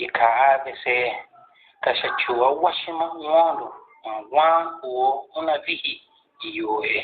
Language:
Tiv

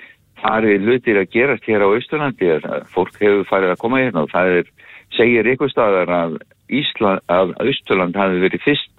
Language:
Icelandic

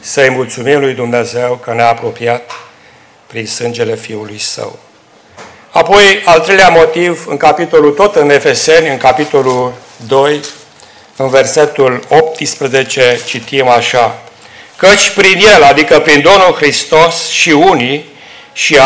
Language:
Romanian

